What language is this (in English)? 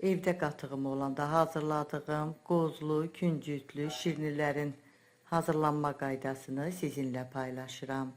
Azerbaijani